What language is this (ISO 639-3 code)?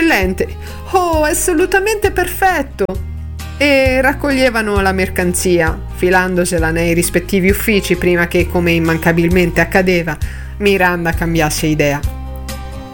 ita